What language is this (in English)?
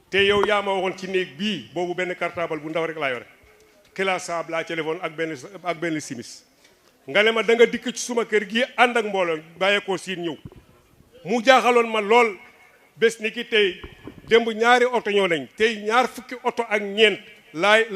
Wolof